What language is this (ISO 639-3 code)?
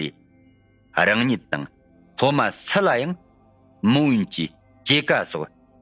bod